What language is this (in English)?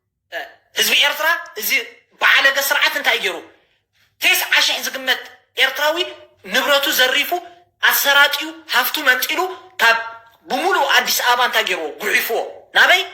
Tigrinya